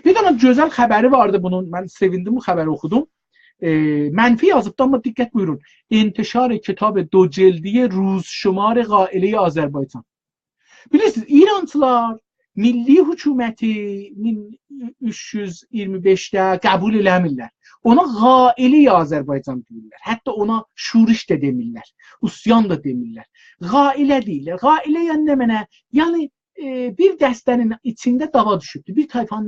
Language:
South Azerbaijani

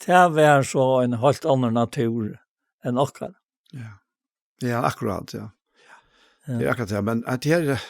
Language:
Faroese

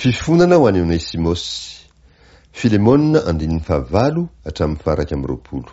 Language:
Malagasy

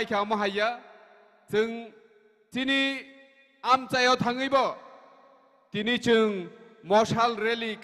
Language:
Kok Borok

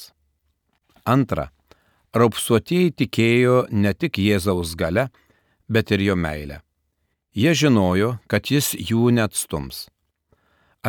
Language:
Lithuanian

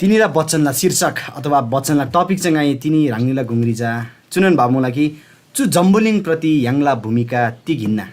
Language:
Eastern Tamang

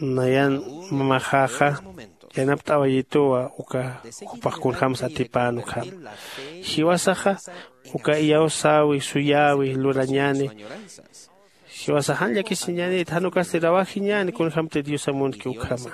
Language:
Aymara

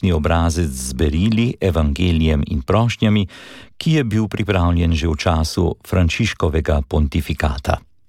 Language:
Slovenian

